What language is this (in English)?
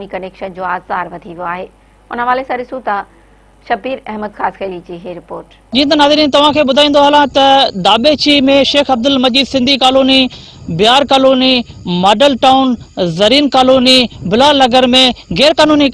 Sindhi